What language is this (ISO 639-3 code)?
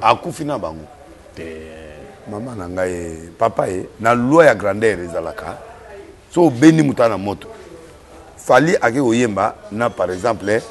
lin